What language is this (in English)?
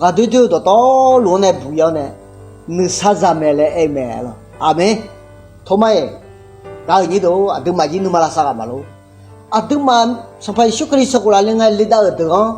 Akha